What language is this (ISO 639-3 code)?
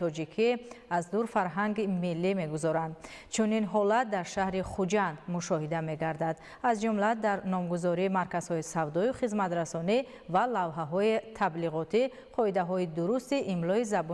tgk